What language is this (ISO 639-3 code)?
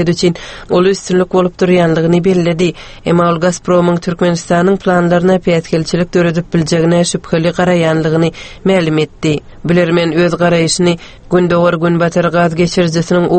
tuk